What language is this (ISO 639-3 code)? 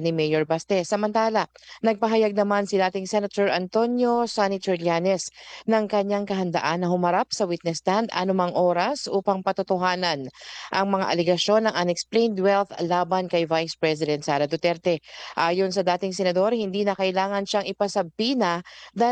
fil